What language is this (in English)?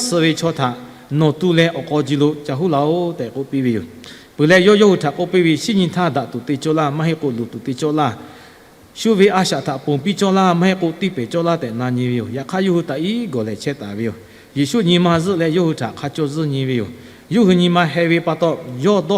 Lahu